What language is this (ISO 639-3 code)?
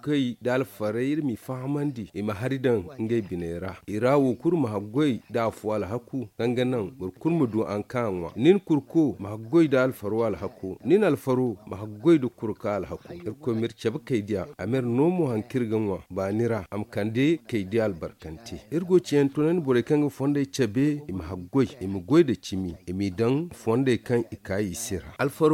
dje